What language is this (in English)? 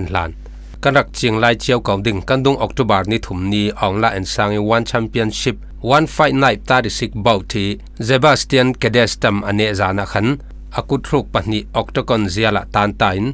Falam Chin